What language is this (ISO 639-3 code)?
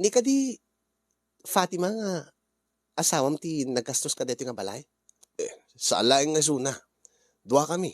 ilo